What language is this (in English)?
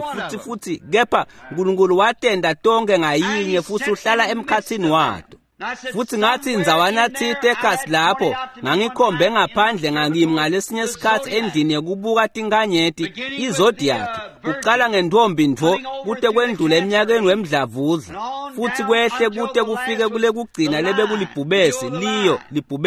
Swati